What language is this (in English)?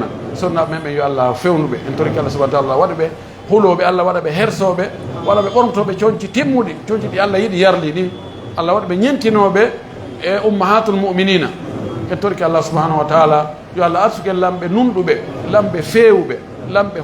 Fula